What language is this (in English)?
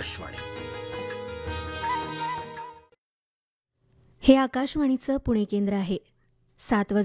Marathi